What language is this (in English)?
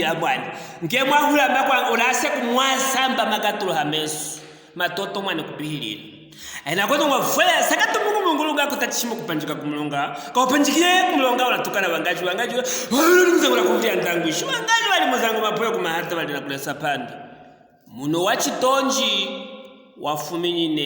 Luvale